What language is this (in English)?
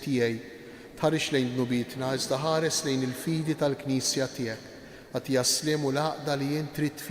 Maltese